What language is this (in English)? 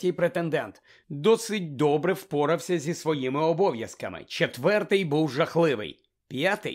Ukrainian